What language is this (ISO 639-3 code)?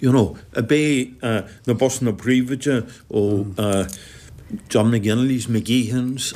gle